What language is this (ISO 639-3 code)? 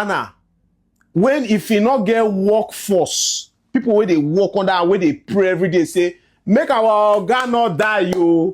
pcm